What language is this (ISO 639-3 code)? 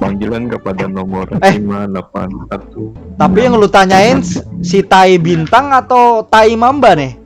bjn